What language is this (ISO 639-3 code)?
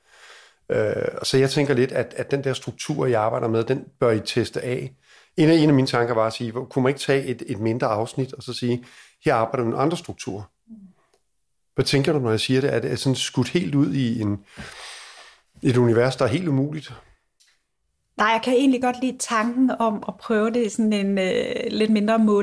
dan